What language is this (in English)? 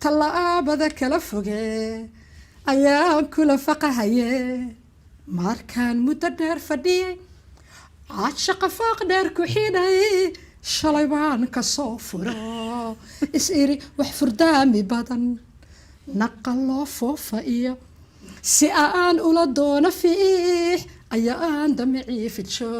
Somali